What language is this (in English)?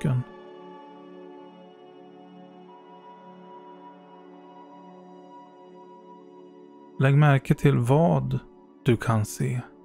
Swedish